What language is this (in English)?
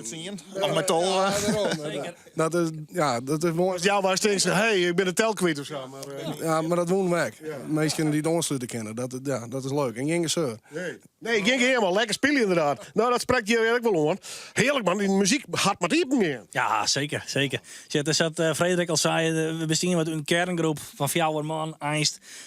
Western Frisian